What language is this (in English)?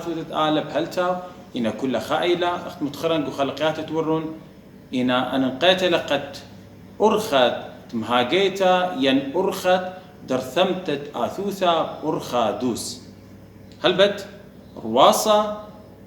Assyrian Neo-Aramaic